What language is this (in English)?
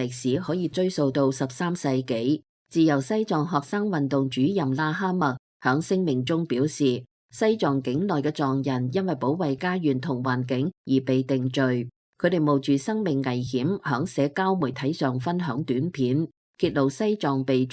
Cantonese